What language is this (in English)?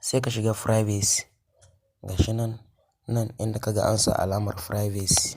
Hausa